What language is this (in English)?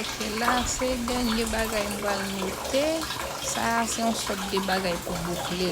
Haitian Creole